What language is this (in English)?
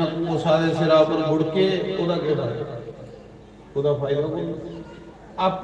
Dogri